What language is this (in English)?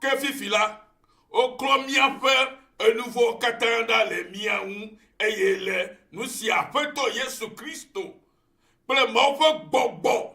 Ewe